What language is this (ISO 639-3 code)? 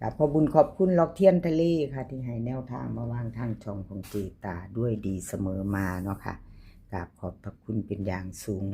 tts